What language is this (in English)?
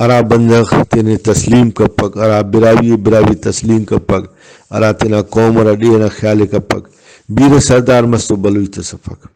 Brahui